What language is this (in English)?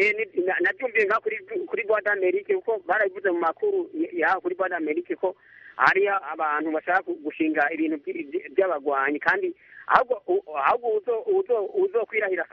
Kinyarwanda